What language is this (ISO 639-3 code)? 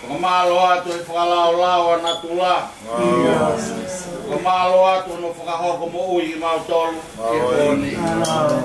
ton